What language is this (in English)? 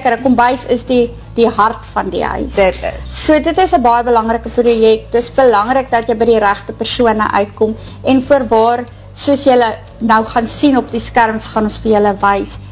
Afrikaans